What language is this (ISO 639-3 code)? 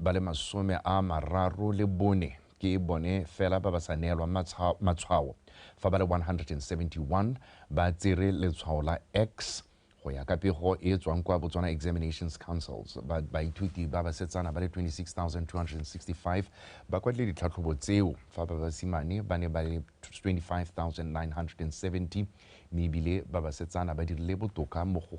tsn